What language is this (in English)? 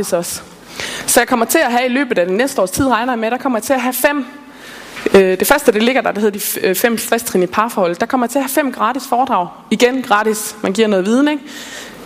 Danish